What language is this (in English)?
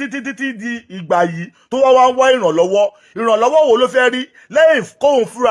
Yoruba